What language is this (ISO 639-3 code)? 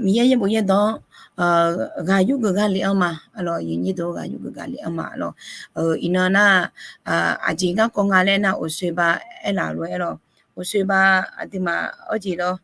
ahk